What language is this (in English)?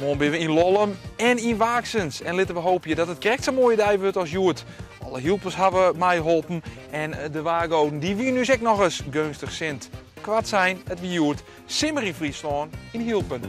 Western Frisian